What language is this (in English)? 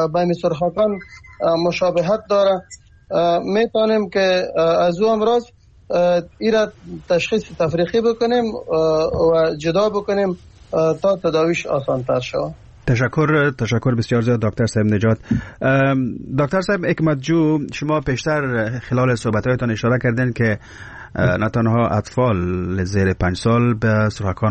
Persian